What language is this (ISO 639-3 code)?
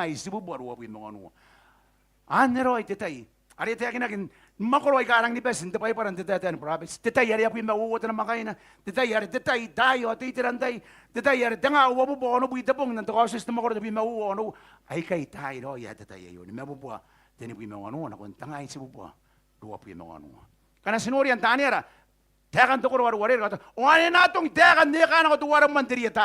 gil